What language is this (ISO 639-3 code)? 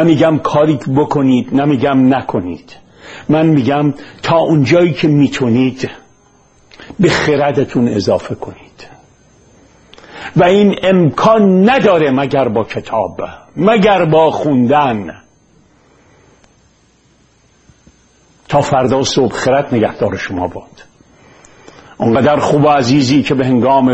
fas